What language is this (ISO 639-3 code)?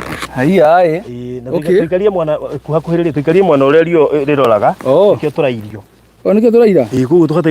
kik